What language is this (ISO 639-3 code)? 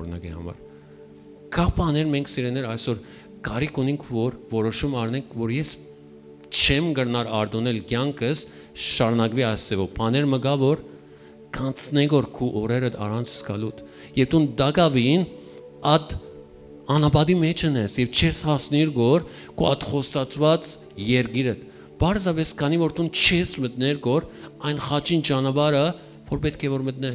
hyw